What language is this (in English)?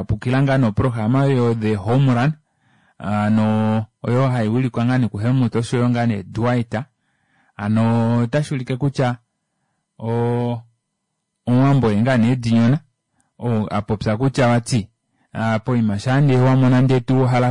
Kuanyama